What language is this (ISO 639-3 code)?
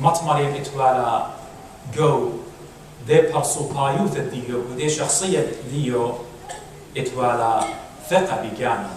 aii